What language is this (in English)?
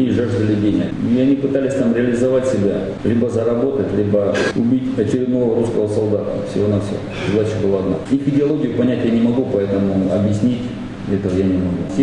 Russian